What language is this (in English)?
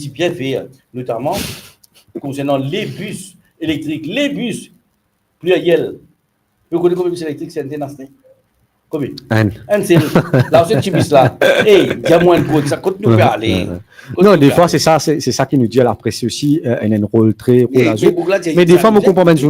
Morisyen